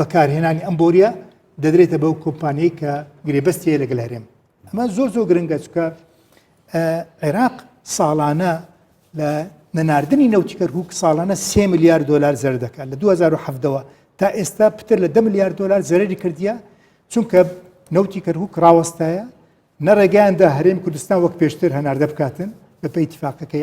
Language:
Central Kurdish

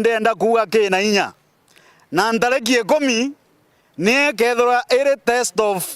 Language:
Meru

